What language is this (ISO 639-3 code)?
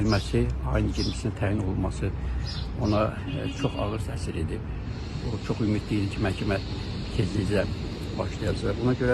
aze